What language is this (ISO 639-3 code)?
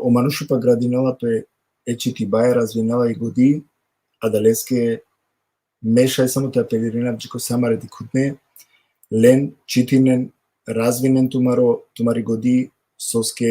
rmn